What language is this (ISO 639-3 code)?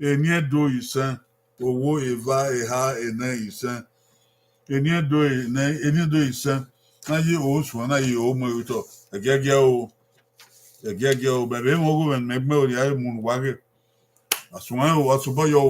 bin